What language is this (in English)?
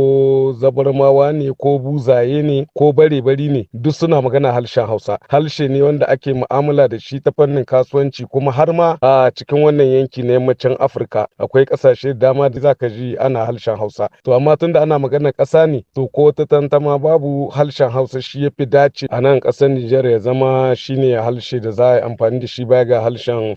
Hausa